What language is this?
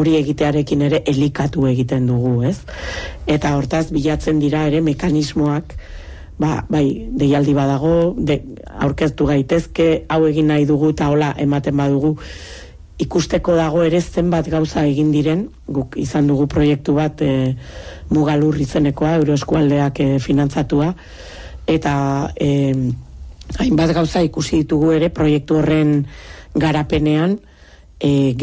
Basque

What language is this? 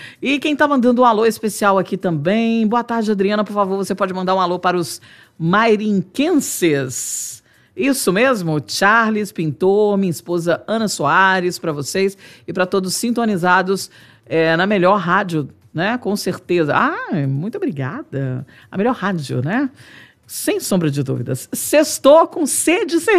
Portuguese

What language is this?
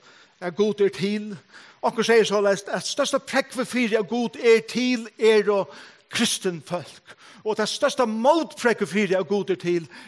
Faroese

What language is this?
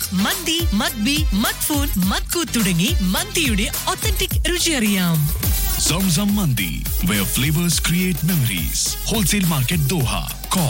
Malayalam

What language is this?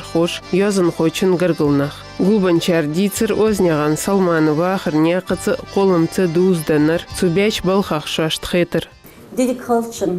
Ingush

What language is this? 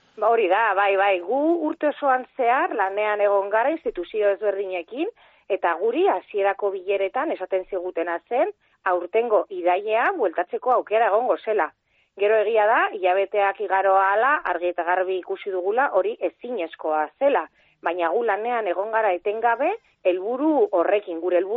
Basque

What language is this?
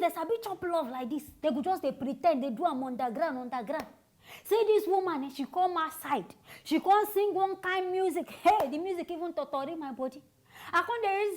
Nigerian Pidgin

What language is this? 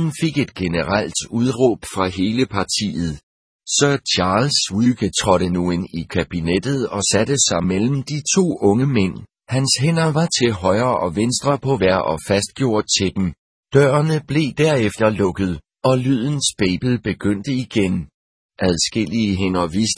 Danish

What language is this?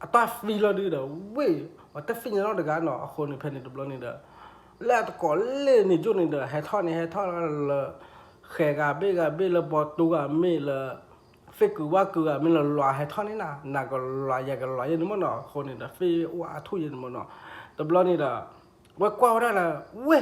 S'gaw Karen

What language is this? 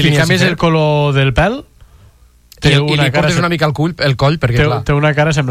Catalan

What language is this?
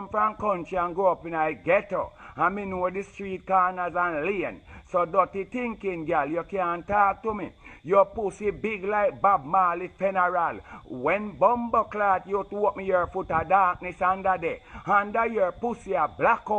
Jamaican Creole English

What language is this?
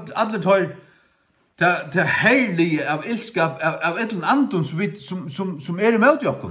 Faroese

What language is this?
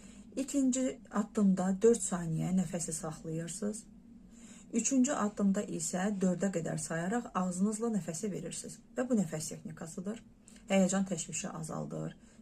Azerbaijani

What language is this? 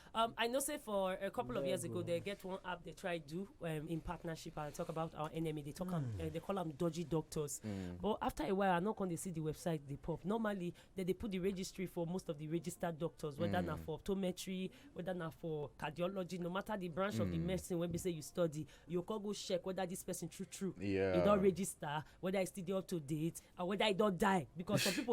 Nigerian Pidgin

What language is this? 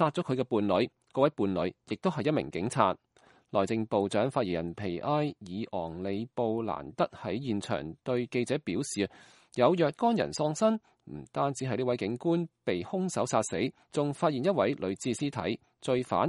Cantonese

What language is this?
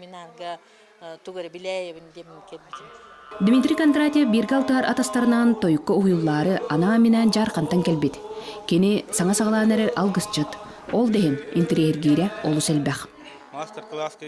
Yakut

